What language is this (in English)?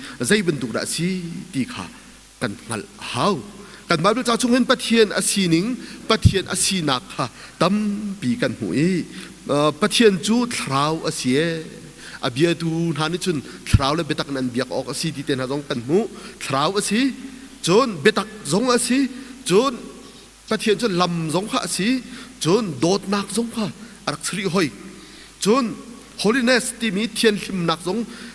Hakha Chin